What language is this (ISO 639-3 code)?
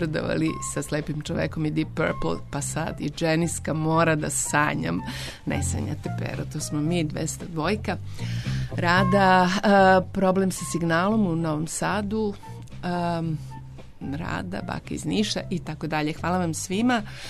srp